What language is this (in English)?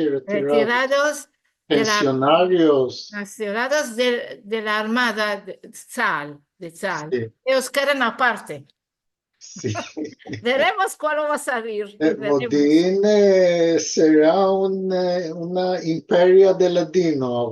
Ladino